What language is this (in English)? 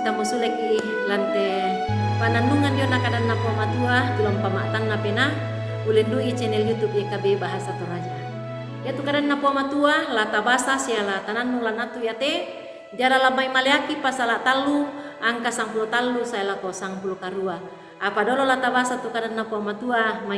Toraja-Sa'dan